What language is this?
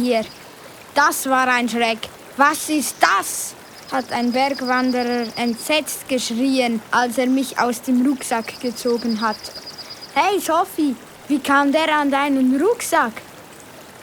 Swiss German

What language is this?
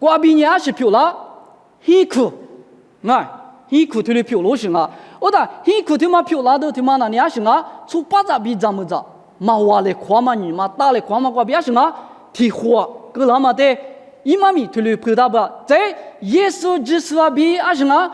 Lisu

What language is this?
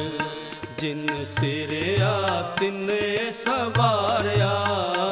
Punjabi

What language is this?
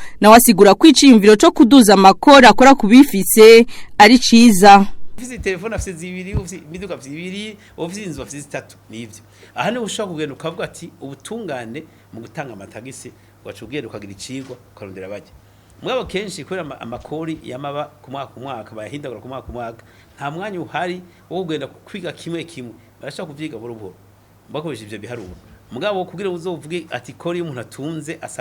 Rundi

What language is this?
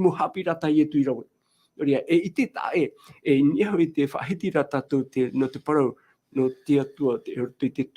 Tahitian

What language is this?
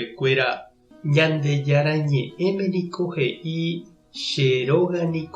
Guarani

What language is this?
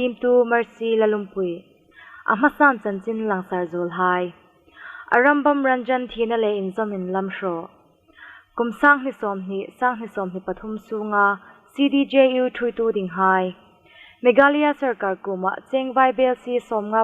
Hmar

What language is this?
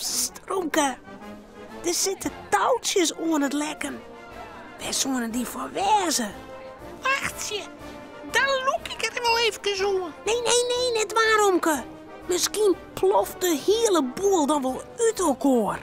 Western Frisian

